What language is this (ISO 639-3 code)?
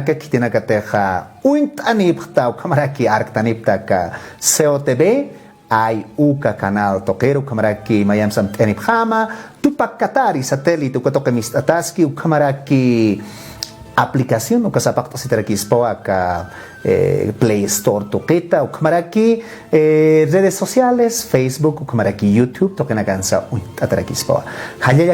aym